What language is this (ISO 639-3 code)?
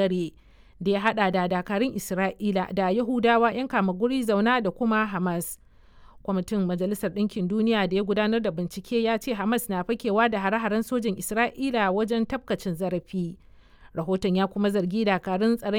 hau